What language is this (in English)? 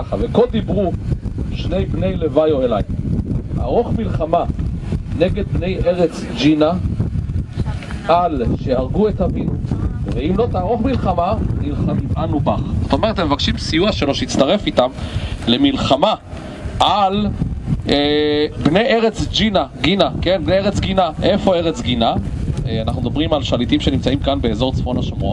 Hebrew